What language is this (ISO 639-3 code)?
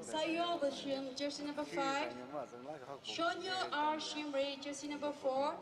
nmf